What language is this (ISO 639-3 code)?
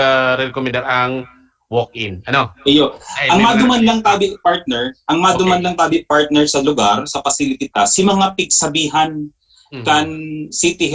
bik